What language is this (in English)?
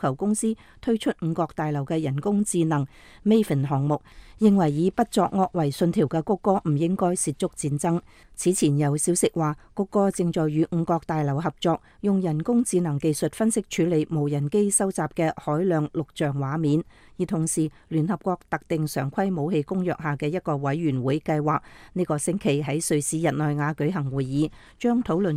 Cantonese